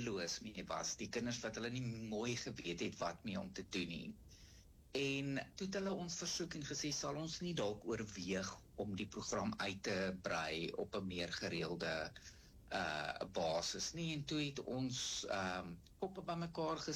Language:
Afrikaans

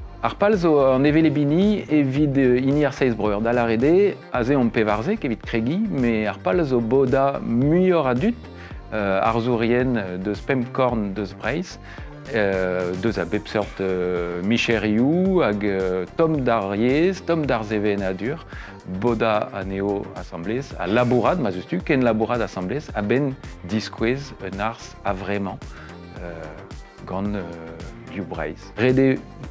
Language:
Breton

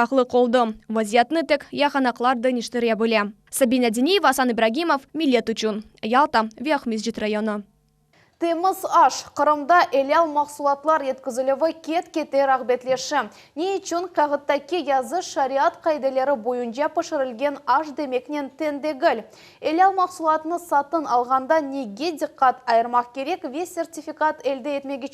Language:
Crimean Tatar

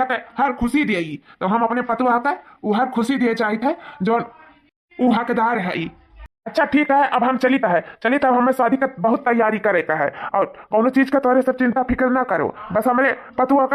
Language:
Awadhi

